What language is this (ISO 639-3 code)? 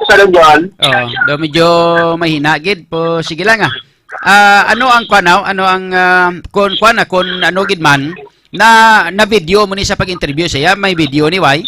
hil